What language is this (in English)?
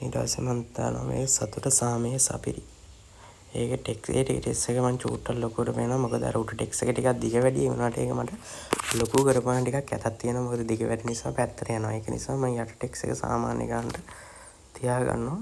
Sinhala